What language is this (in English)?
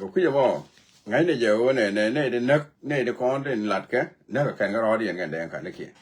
Nuer